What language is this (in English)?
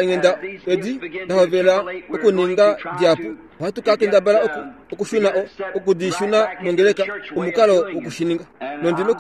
Kuanyama